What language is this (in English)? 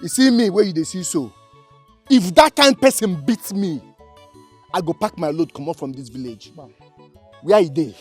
Nigerian Pidgin